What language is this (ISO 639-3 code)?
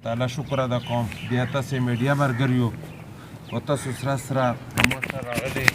pus